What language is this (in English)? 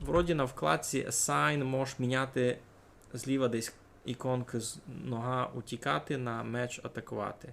Rusyn